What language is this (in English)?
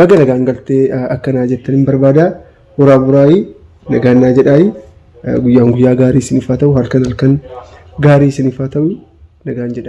Oromo